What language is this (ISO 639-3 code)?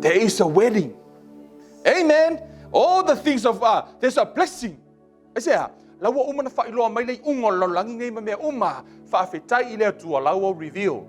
smo